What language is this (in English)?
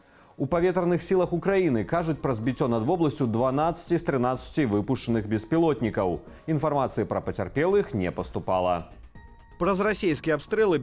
Belarusian